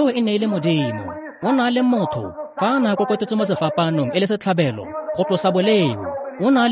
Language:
Tswana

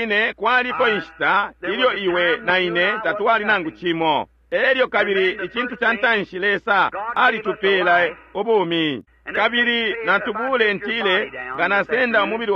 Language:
Bemba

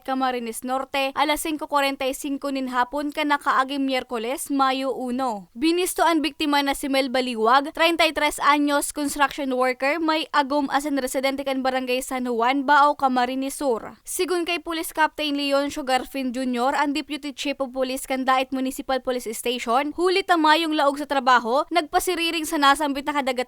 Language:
Bikol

